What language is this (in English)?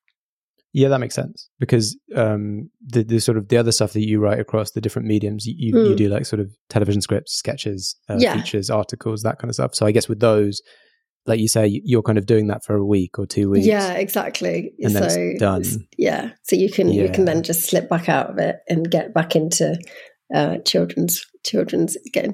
English